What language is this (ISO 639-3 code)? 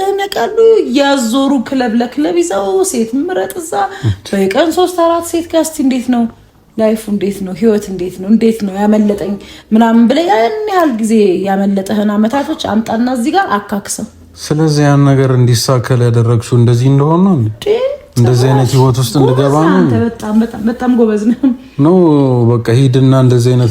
amh